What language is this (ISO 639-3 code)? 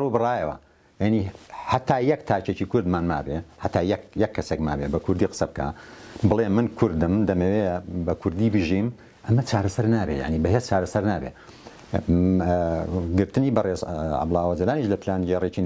ckb